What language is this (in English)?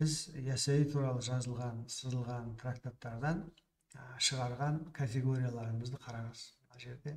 Kazakh